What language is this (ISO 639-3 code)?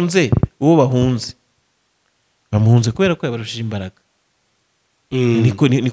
kin